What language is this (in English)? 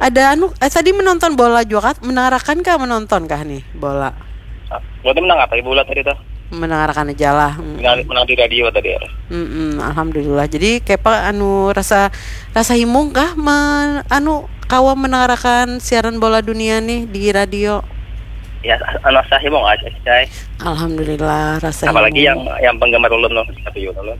Banjar